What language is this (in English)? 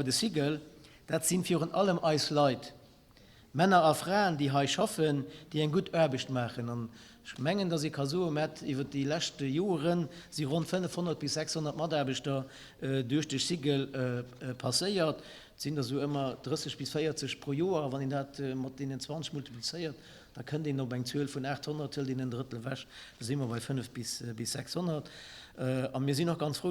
Luxembourgish